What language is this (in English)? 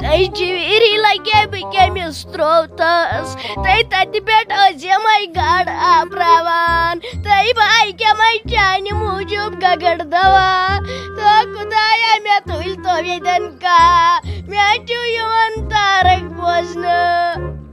Kashmiri